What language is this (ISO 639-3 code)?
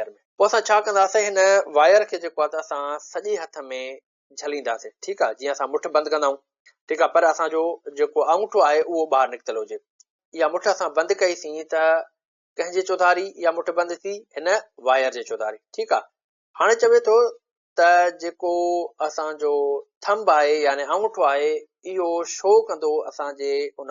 snd